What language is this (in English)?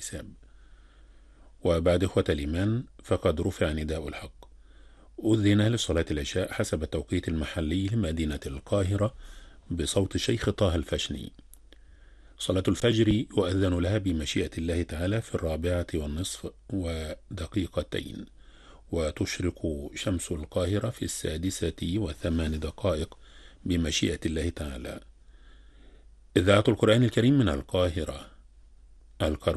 Arabic